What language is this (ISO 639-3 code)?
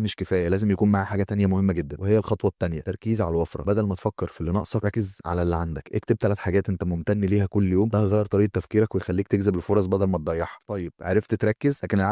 arz